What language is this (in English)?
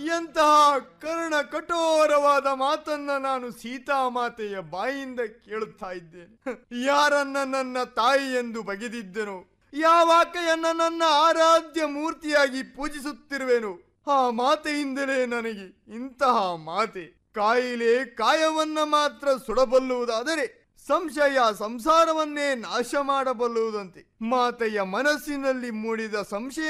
Kannada